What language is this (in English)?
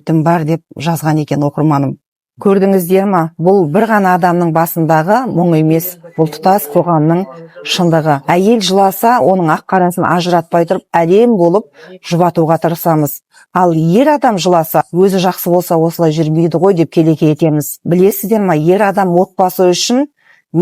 Kazakh